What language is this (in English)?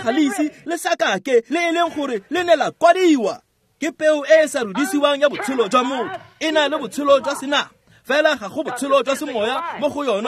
Tswana